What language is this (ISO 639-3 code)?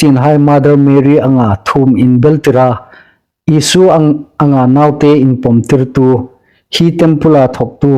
hmr